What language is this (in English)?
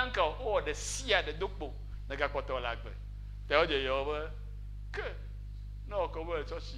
Ewe